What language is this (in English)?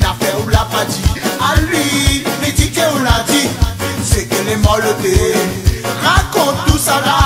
Réunion Creole French